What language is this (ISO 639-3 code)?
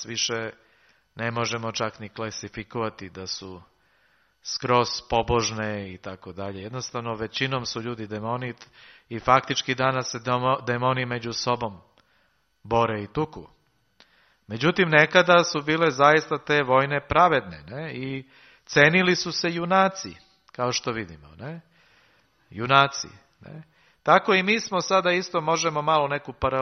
srp